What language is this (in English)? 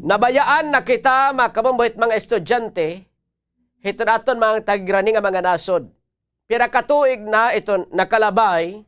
Waray